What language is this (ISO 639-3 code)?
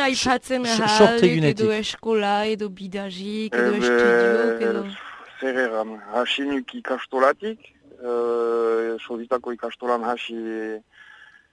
eus